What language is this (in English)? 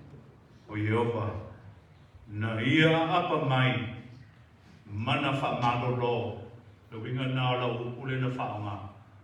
Samoan